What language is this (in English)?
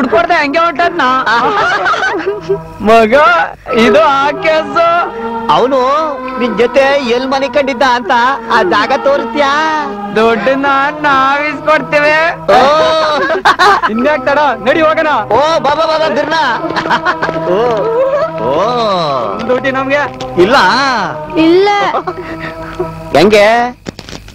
Kannada